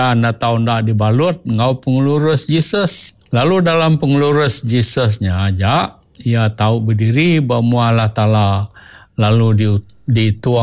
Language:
Iban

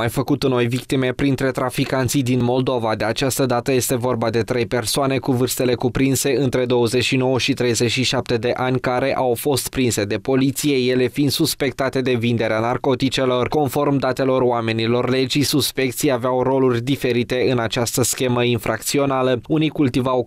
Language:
Romanian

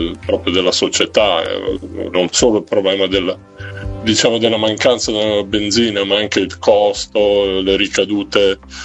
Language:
Italian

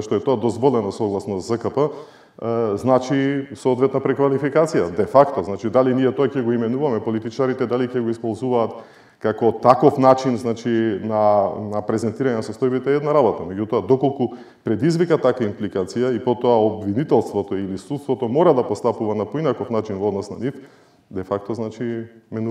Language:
Macedonian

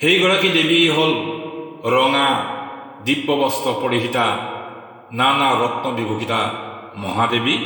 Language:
Assamese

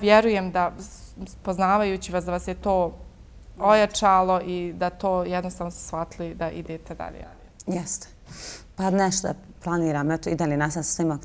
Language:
Bosnian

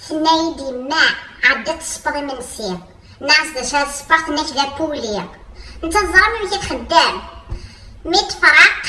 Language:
Kabyle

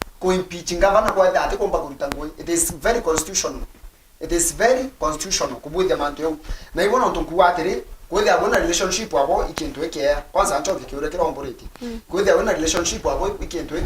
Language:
Meru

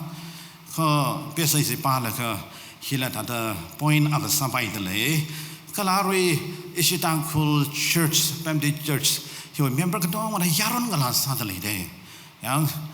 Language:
Tangkhul Naga (India)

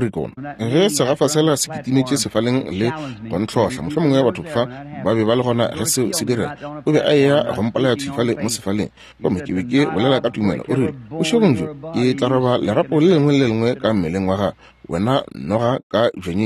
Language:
Northern Sotho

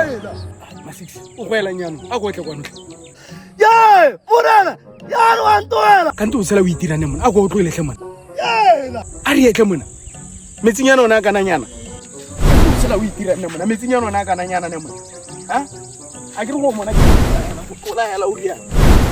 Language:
Tswana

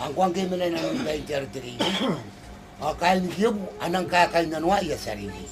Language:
Gilbertese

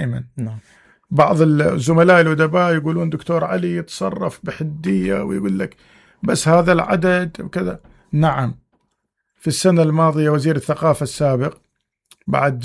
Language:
Mesopotamian Arabic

